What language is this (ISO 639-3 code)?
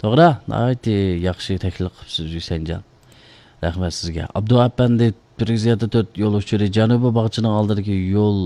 uig